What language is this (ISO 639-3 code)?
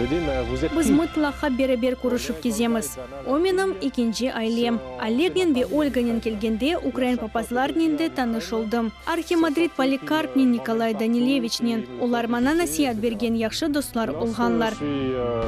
crh